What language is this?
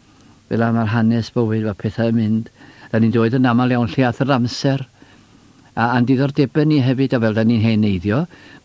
Welsh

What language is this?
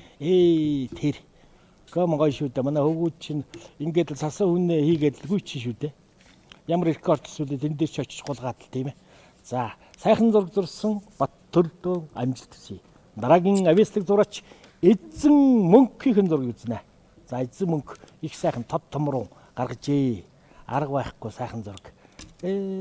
Mongolian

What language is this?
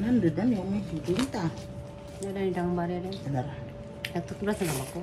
Cebuano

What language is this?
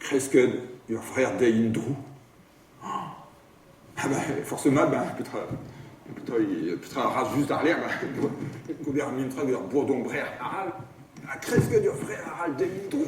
Breton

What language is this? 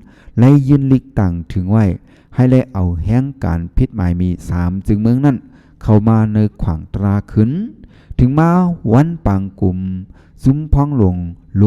Shan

